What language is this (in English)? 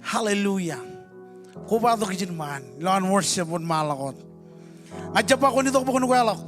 Marshallese